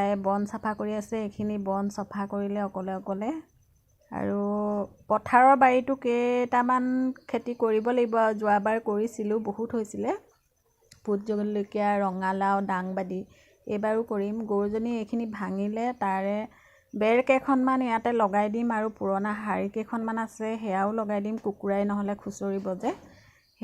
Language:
Assamese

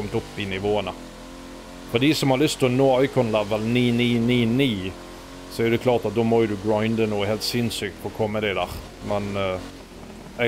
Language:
Norwegian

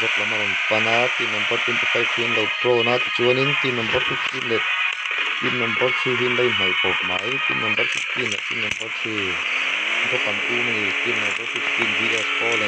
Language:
Mizo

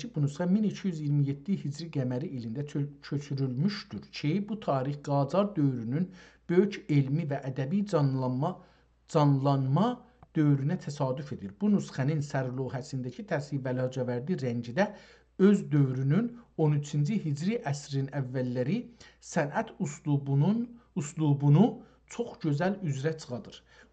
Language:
South Azerbaijani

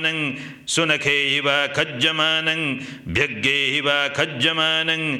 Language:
Pali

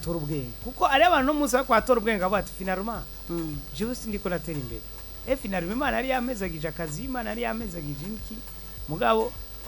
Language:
Rundi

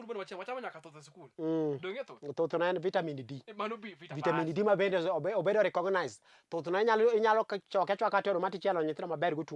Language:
Luo (Kenya and Tanzania)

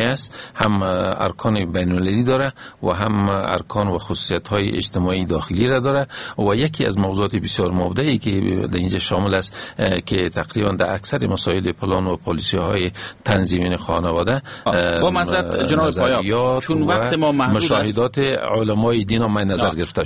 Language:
Persian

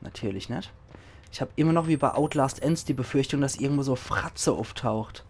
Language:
Palatine German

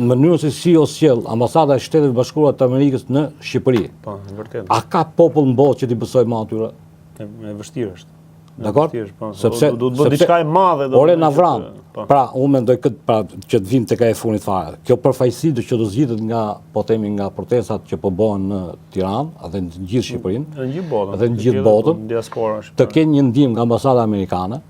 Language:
Albanian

